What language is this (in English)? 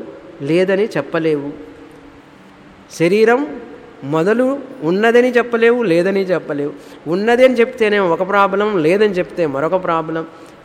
Telugu